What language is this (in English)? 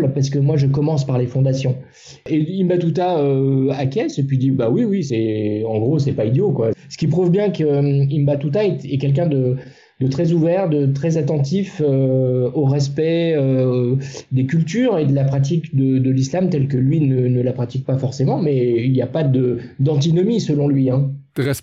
Luxembourgish